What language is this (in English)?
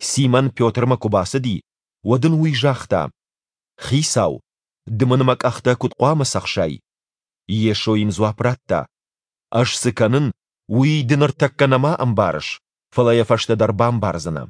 Ossetic